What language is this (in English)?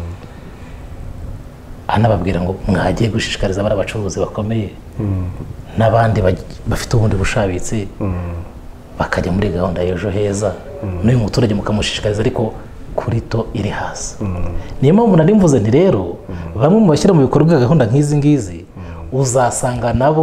Kinyarwanda